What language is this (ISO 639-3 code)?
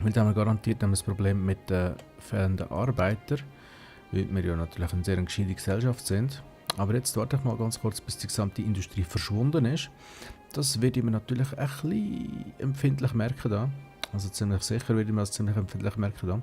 gsw